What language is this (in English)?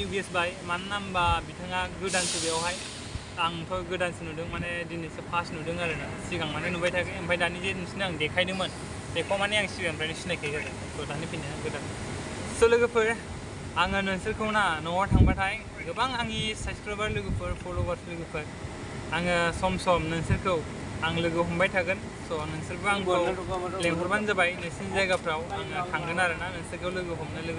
Bodo